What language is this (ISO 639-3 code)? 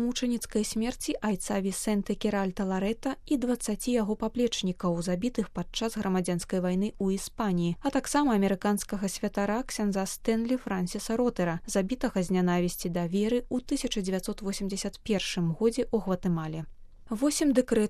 bel